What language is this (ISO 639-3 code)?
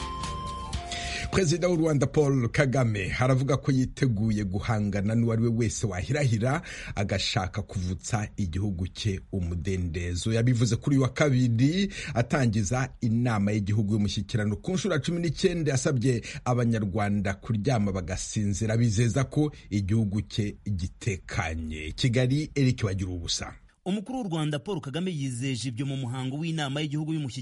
kin